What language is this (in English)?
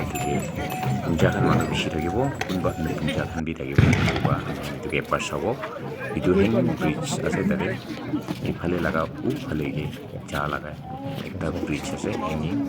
Naga Pidgin